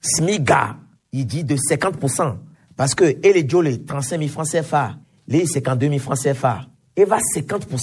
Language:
Gen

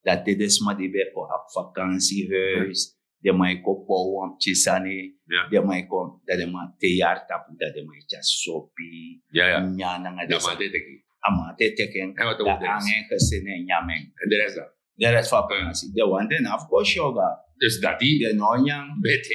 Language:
Sranan Tongo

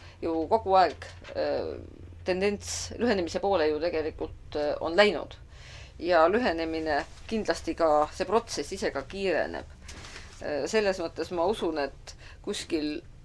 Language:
Estonian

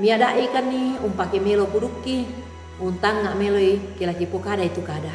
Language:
Toraja-Sa'dan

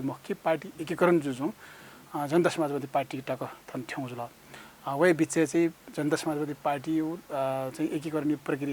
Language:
Newari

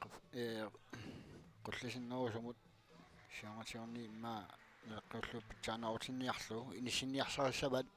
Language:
Kalaallisut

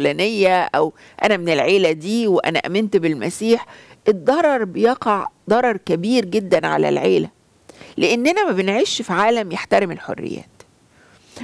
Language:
Egyptian Arabic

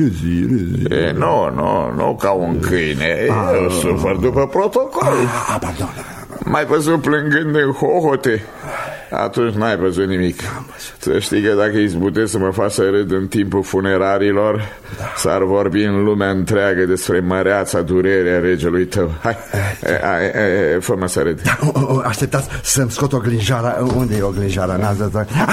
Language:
Romanian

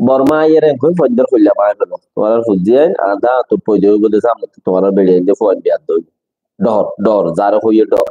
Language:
Rohingya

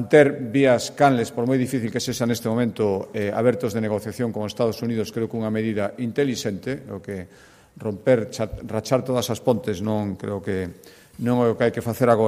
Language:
Galician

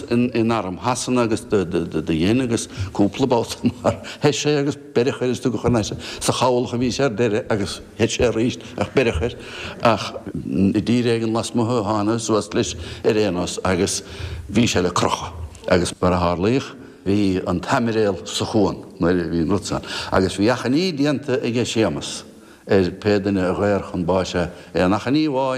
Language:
Irish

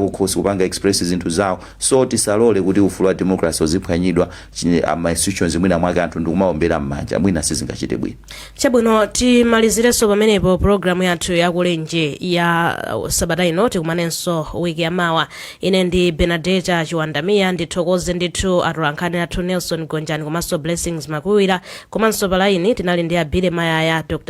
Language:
Nyanja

